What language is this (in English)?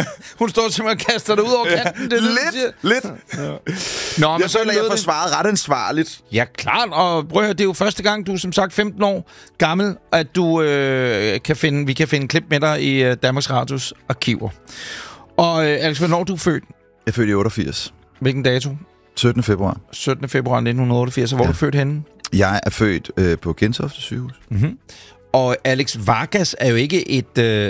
Danish